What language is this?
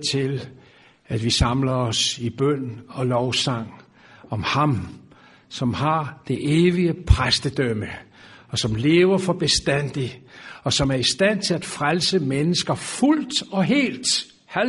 Danish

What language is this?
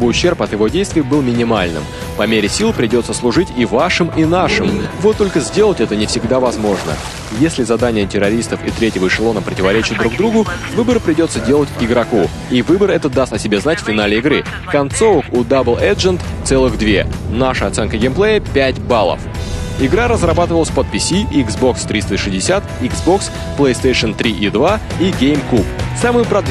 Russian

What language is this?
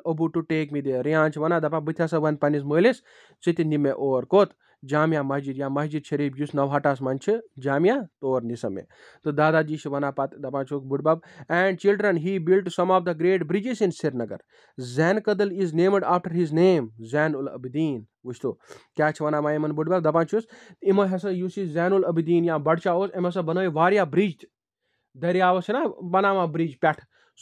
Kashmiri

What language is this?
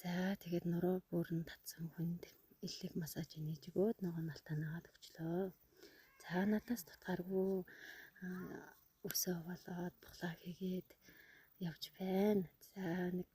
Mongolian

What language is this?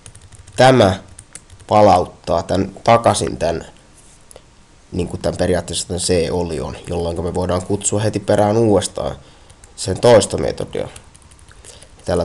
Finnish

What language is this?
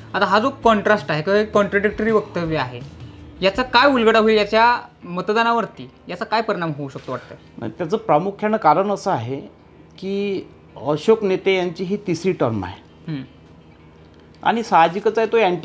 Marathi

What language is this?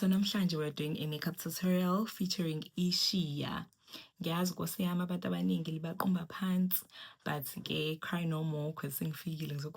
Zulu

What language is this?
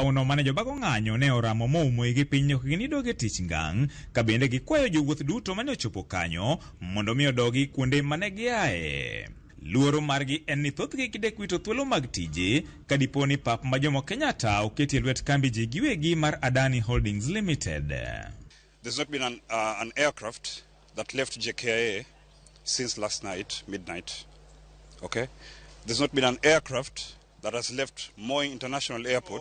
Luo (Kenya and Tanzania)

